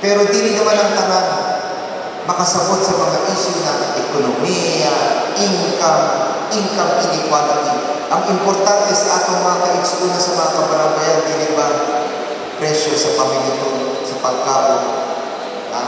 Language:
Cebuano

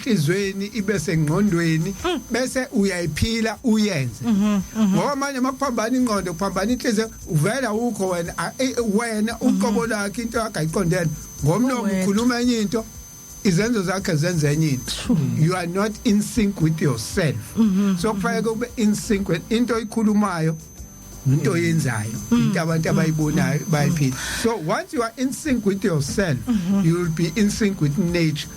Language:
Zulu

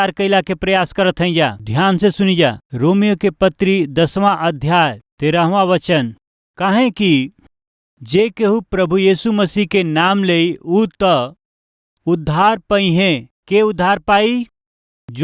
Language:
Bhojpuri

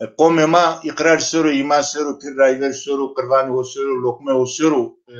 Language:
Zaza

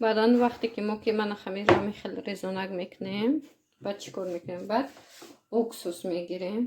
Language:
Tajik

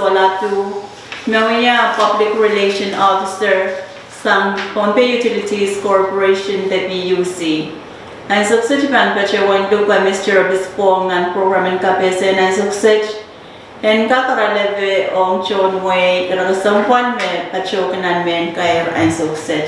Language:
Pohnpeian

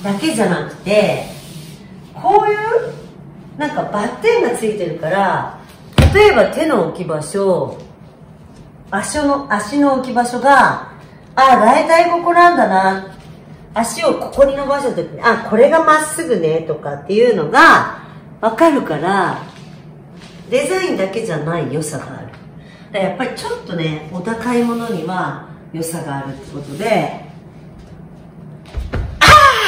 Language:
Japanese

